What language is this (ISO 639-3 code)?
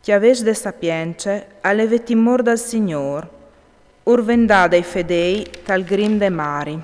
fur